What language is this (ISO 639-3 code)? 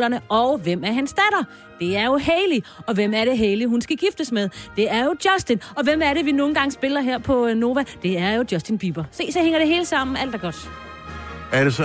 dan